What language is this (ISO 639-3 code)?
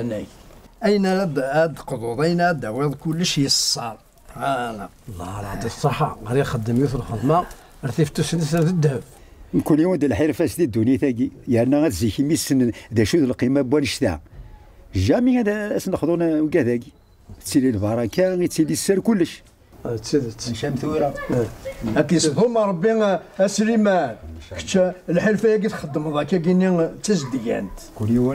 kab